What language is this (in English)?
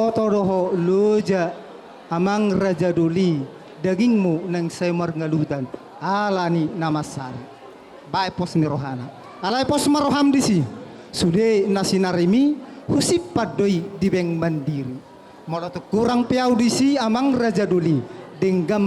Batak Toba